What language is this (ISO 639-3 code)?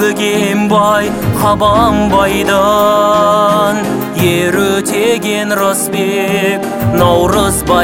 kaz